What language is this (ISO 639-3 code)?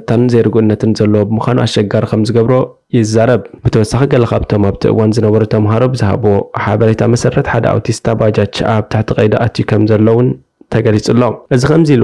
tir